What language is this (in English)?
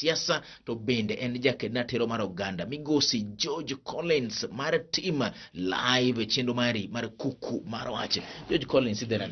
Luo (Kenya and Tanzania)